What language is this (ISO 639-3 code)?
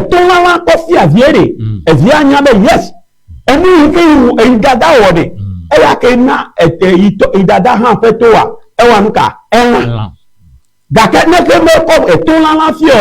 ewe